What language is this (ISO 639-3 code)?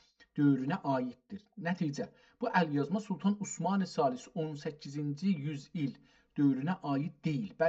azb